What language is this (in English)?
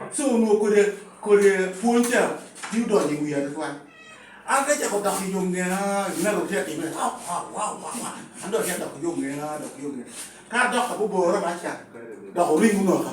Lango (Uganda)